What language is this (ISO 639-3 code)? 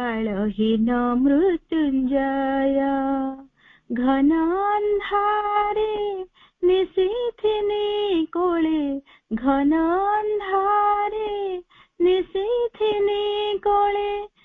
ori